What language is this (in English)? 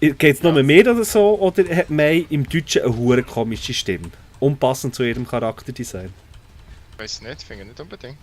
Swiss German